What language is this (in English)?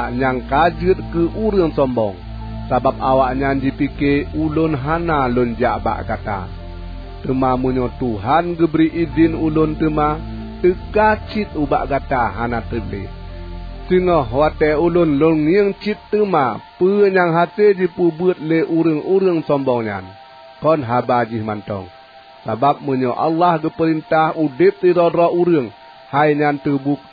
Achinese